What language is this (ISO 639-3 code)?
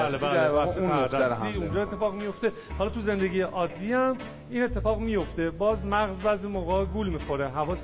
fas